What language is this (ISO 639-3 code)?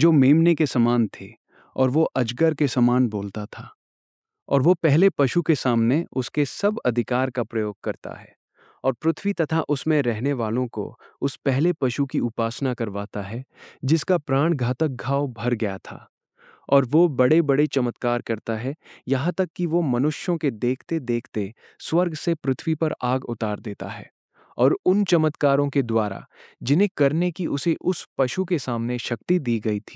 hin